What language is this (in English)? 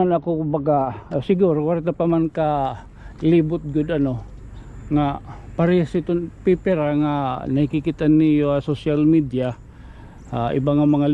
Waray